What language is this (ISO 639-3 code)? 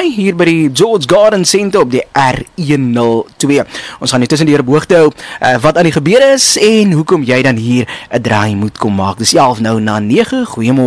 afr